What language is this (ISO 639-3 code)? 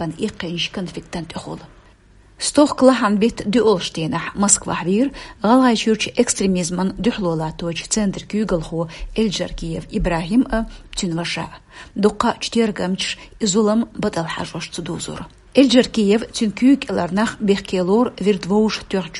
che